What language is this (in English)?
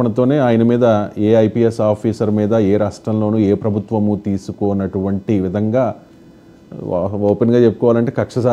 Telugu